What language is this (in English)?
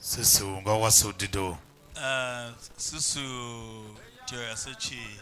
Tiv